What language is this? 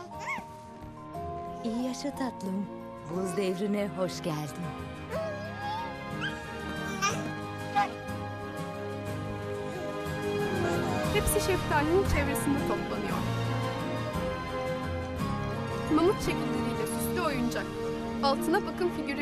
Turkish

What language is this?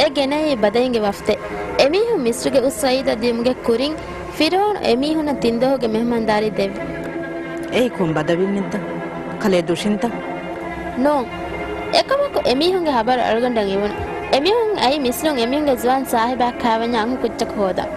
Divehi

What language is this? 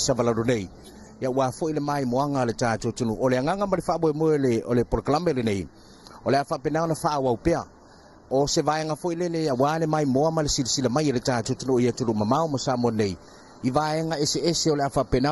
Samoan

